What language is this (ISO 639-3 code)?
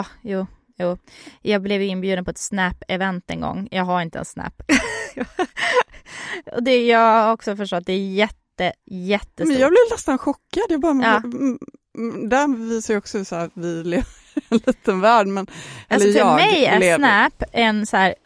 swe